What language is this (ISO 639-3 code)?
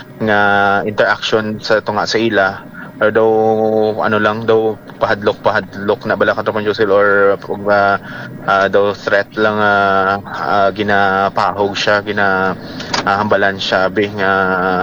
hil